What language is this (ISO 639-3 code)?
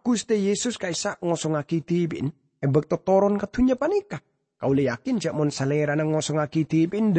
mad